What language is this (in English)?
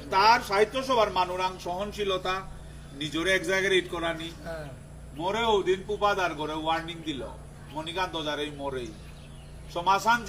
Bishnupriya